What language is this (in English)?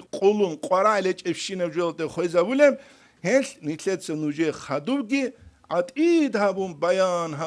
Avaric